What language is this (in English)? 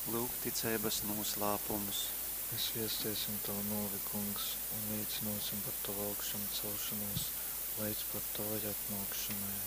Latgalian